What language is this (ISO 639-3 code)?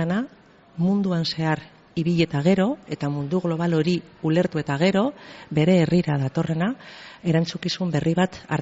eus